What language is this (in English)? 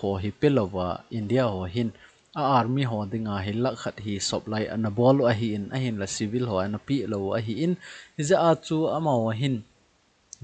Thado Chin